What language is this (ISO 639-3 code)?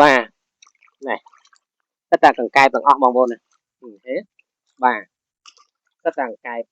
khm